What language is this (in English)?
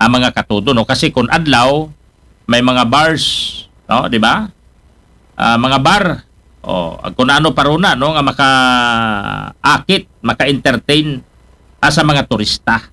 Aklanon